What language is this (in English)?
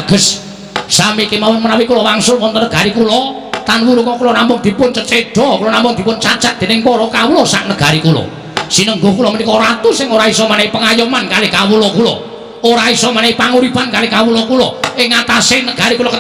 Javanese